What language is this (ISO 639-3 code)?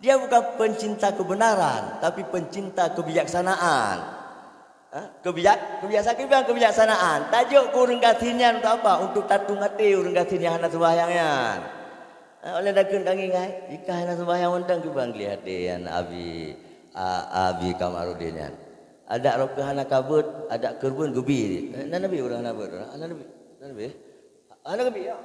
ace